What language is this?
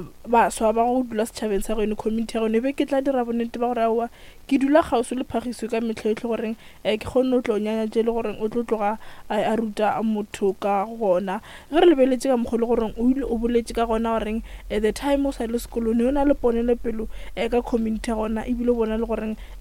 Northern Sotho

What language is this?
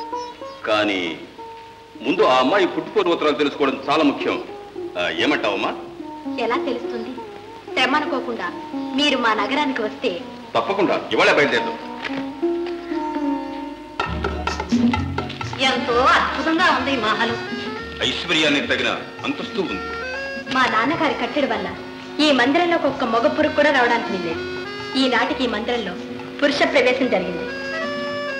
Telugu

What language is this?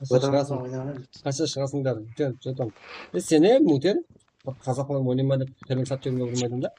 Kara-Kalpak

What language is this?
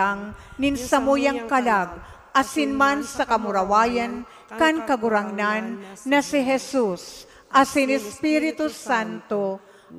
Bikol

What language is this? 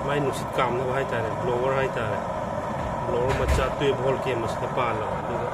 Manipuri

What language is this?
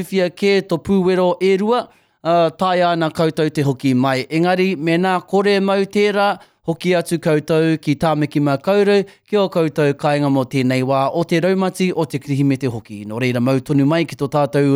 Māori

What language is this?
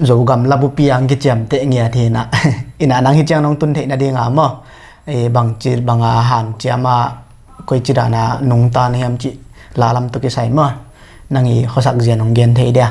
Tedim Chin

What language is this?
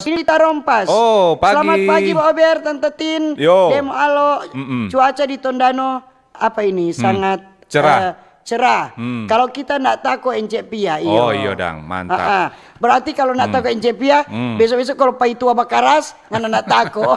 Manado Malay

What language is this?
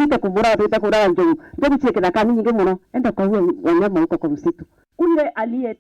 Meru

